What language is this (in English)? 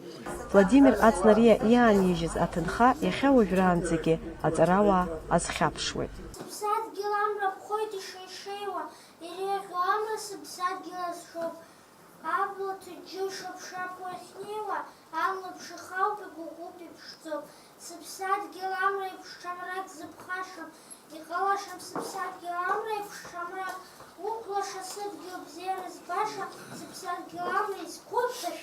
Abkhazian